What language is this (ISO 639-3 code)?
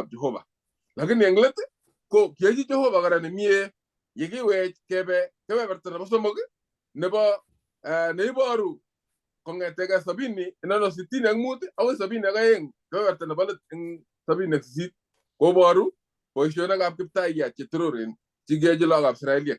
kln